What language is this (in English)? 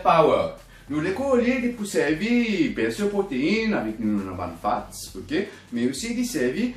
Morisyen